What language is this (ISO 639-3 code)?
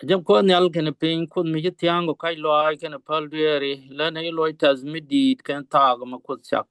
nus